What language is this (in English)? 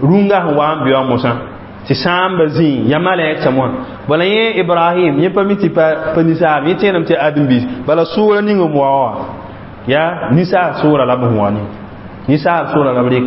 Mossi